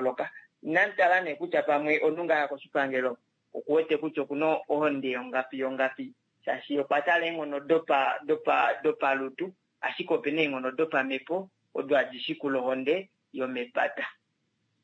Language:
Kuanyama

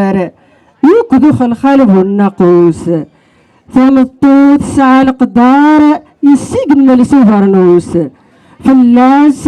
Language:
Kabyle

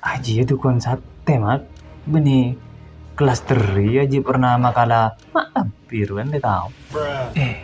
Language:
Madurese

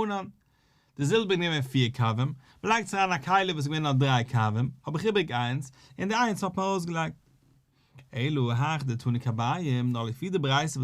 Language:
Yiddish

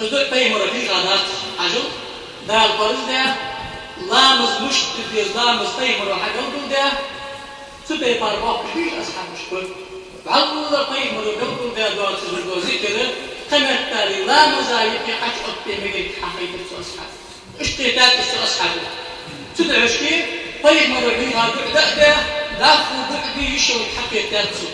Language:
Ingush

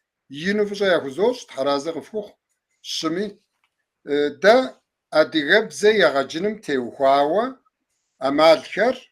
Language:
Kabardian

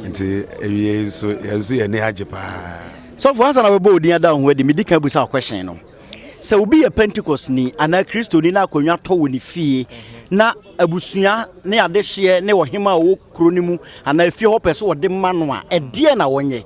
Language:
Akan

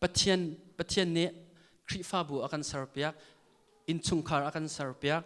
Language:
Hakha Chin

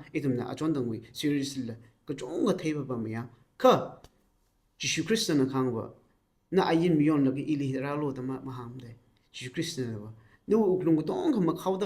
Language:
Tangkhul Naga (India)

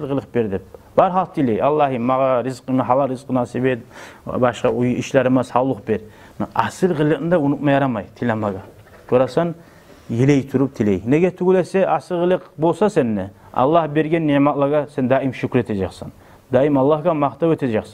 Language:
Kumyk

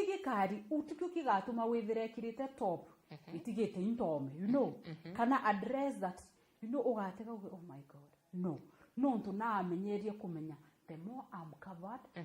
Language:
Meru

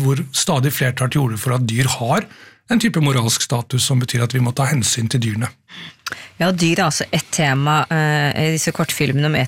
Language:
Norwegian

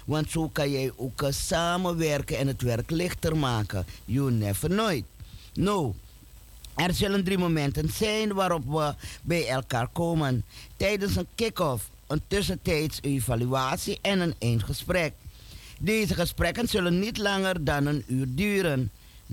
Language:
Dutch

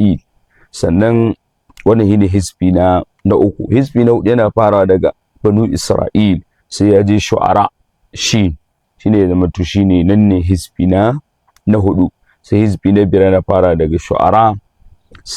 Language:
Hausa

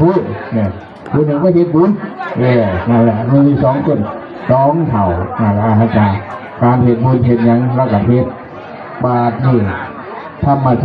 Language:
Northeastern Thai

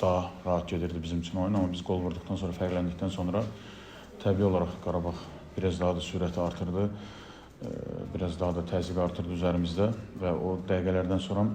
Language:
Azerbaijani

